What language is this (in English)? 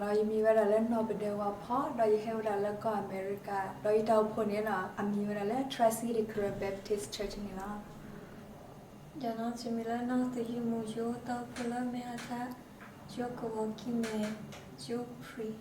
S'gaw Karen